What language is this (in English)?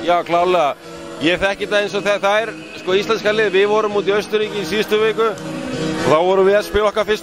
Icelandic